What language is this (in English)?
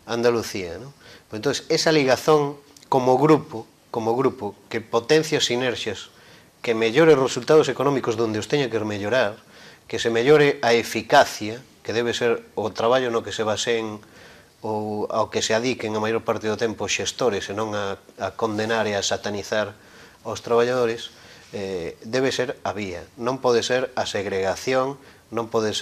Galician